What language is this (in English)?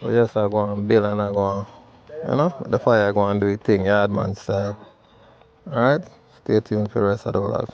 Jamaican Creole English